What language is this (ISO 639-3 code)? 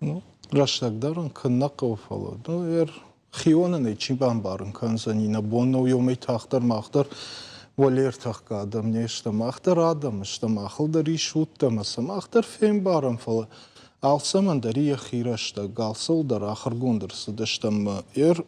oss